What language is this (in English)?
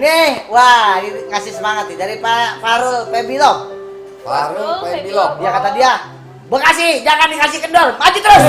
Betawi